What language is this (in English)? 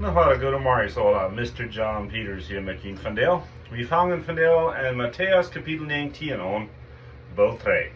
Plautdietsch